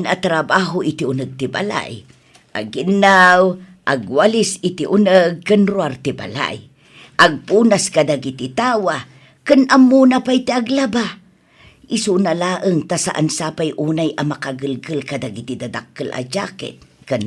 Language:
Iloko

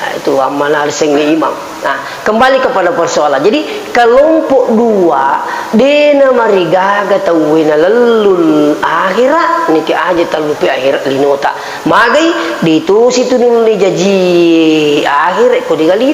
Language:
Buginese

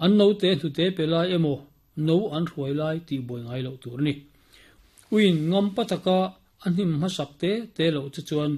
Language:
Mizo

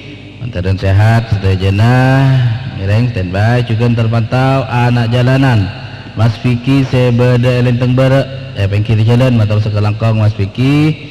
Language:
Madurese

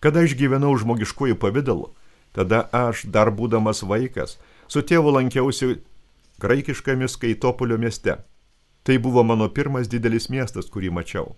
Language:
Lithuanian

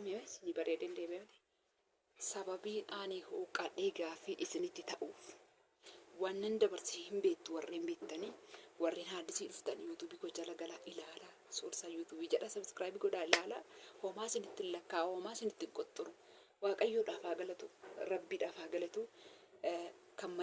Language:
Oromo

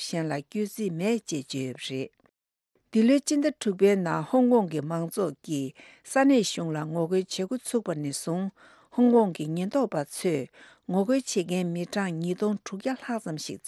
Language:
Tibetan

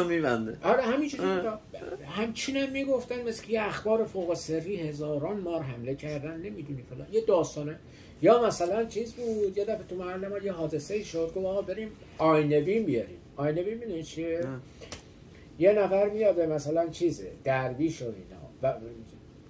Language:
Persian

